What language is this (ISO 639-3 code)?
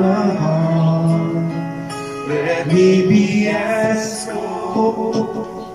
pag